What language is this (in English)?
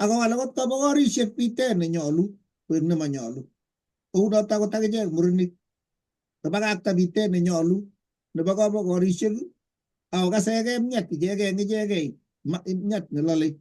Kalenjin